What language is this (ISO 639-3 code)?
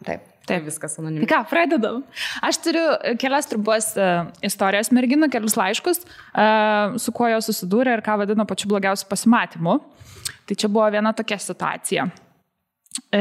lit